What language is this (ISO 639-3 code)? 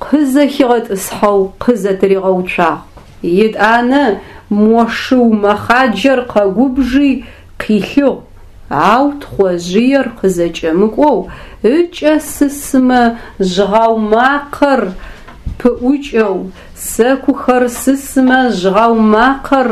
ady